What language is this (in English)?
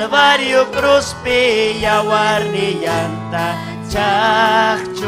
Ayacucho Quechua